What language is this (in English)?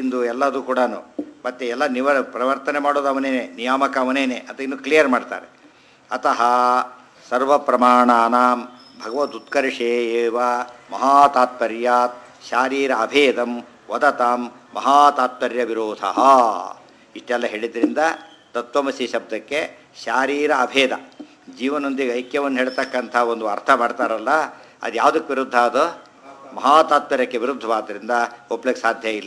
Kannada